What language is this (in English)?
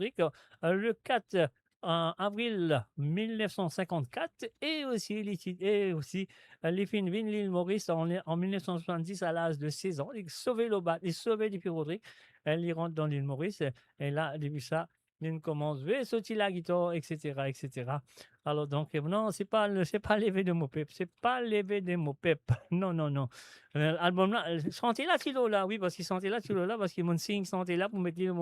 Morisyen